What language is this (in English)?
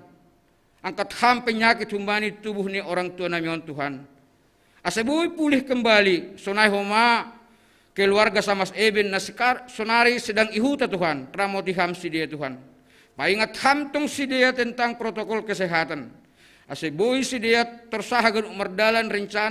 Batak Simalungun